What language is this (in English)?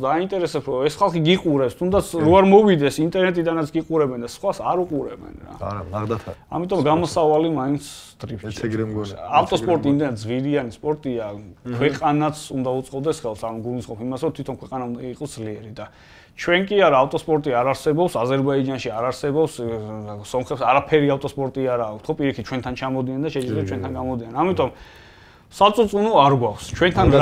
Georgian